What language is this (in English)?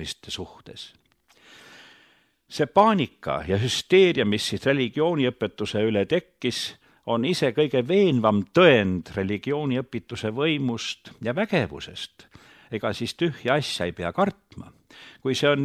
Estonian